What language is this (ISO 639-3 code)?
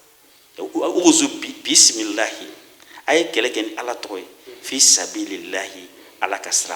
bam